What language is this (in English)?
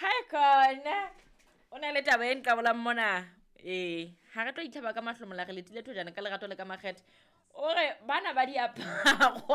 Southern Sotho